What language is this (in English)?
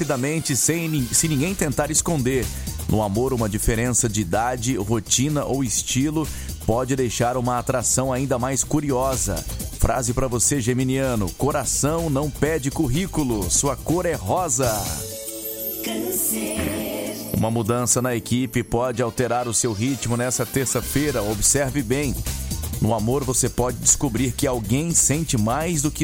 Portuguese